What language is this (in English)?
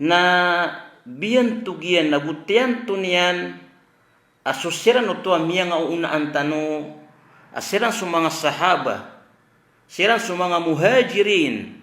Maranao